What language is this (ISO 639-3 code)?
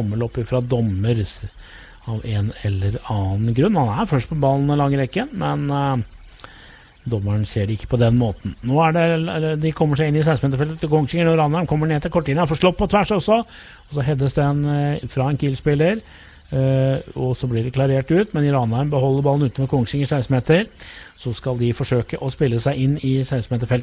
nor